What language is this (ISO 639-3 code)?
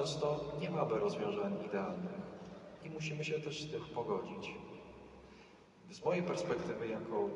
pol